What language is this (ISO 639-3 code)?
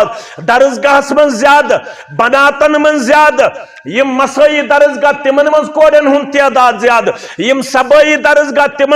kas